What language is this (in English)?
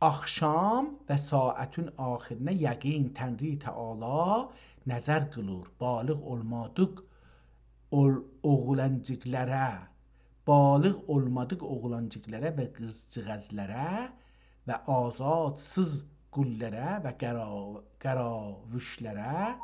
South Azerbaijani